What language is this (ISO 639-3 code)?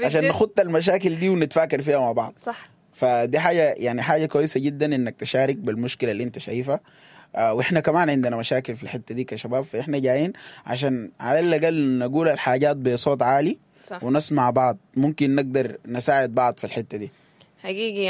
apd